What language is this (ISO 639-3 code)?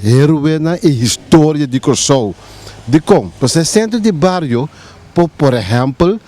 pap